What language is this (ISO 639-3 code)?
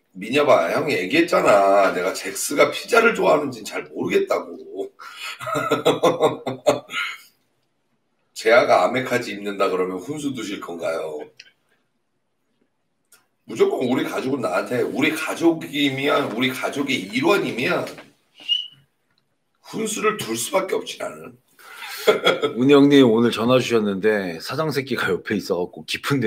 kor